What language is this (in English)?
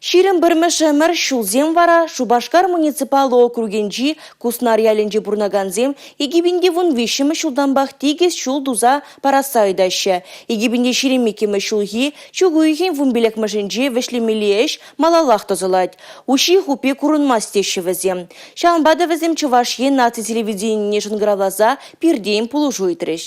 Chuvash